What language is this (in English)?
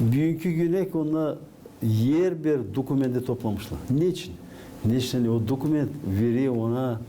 Gagauz